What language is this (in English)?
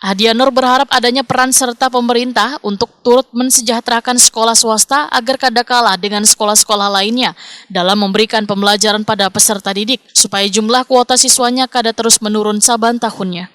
Banjar